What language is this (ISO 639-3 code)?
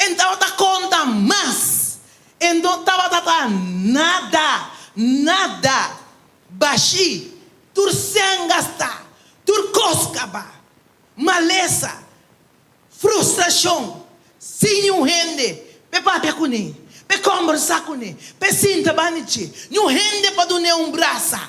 pap